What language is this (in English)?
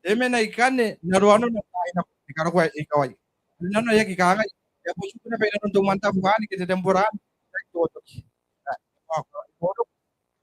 Gilbertese